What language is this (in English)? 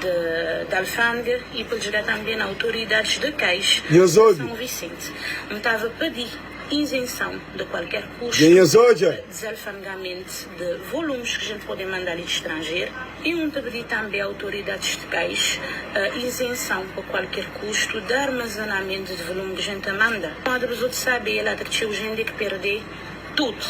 Kabuverdianu